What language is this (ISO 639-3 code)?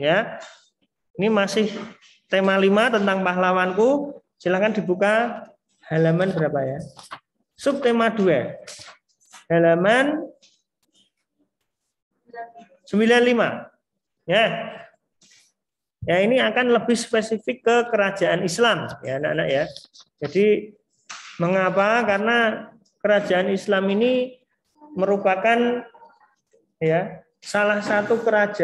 ind